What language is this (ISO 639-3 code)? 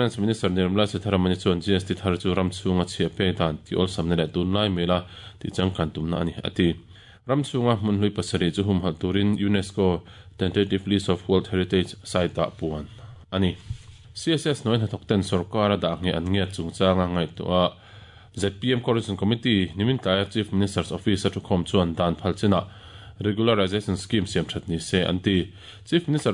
lus